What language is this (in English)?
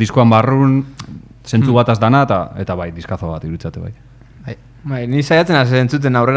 Basque